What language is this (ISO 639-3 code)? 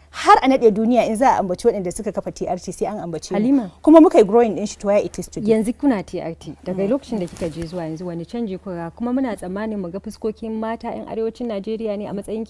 hau